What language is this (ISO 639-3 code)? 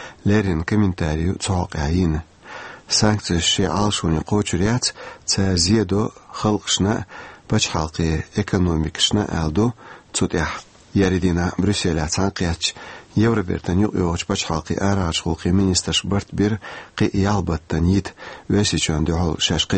che